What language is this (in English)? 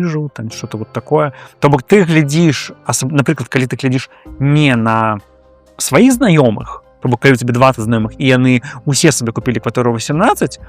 Belarusian